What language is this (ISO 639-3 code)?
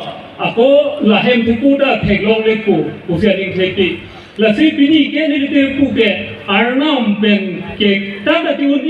mjw